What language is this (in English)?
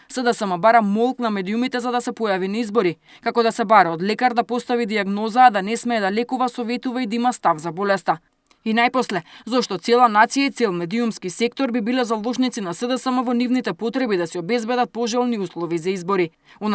Macedonian